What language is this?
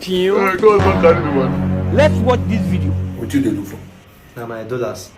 Nigerian Pidgin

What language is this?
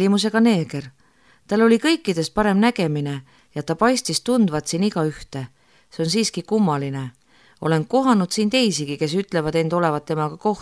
Estonian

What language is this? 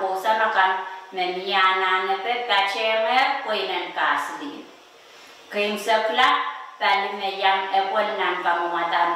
Pohnpeian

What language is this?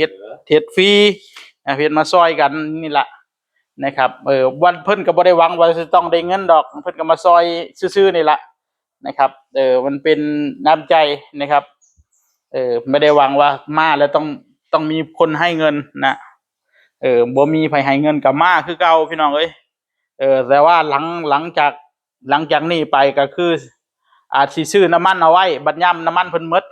Northeastern Thai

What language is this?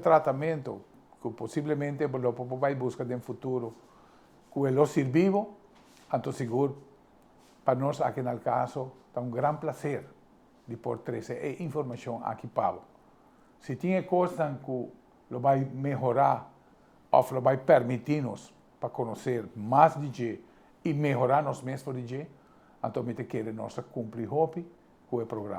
Papiamento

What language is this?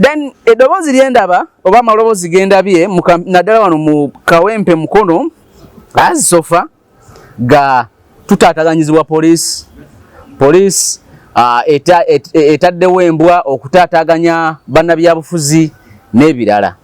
Ganda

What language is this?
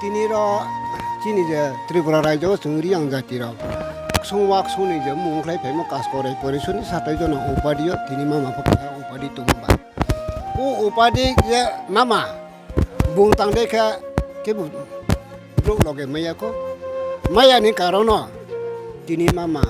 Riang (India)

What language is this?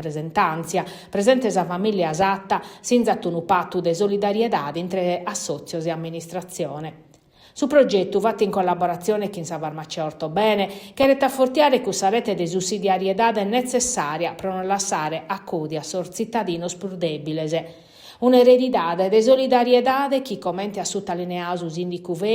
Sardinian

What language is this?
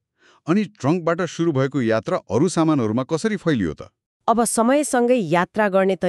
Nepali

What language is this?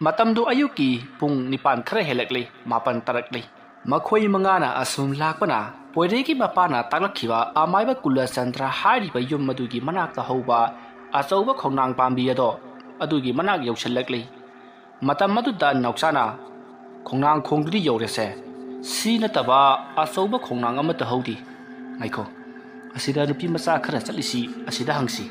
Manipuri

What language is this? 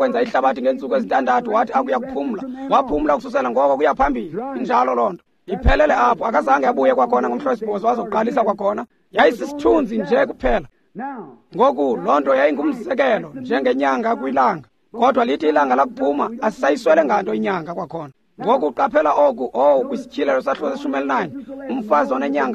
Xhosa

